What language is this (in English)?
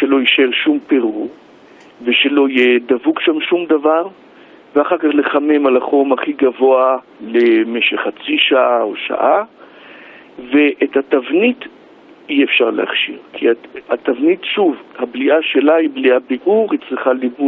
Hebrew